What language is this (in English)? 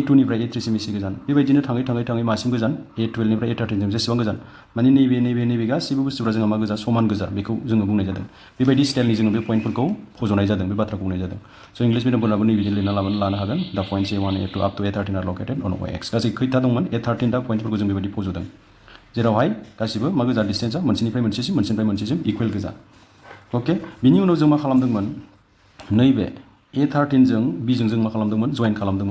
Bodo